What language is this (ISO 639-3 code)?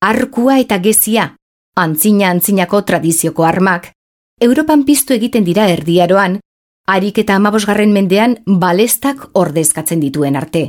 eus